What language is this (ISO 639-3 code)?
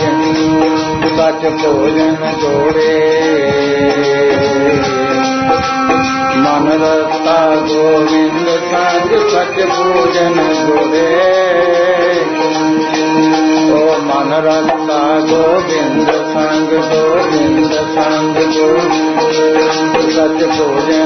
pan